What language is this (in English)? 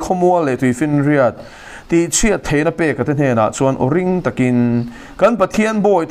Mizo